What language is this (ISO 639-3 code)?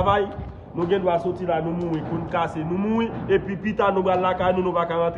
hat